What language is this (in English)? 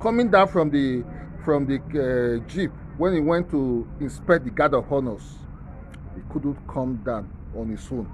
Nigerian Pidgin